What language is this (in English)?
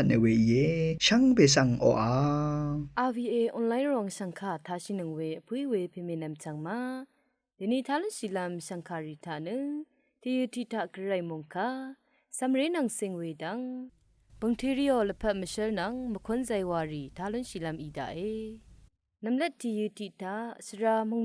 Rawang